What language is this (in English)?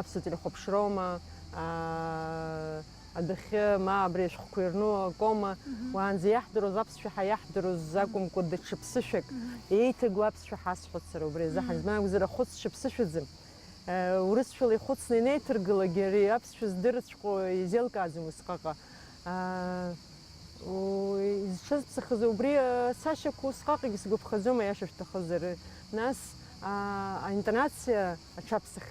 Abkhazian